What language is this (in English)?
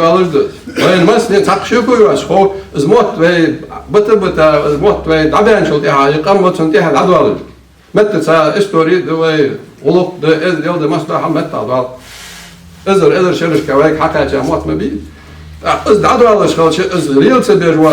Ingush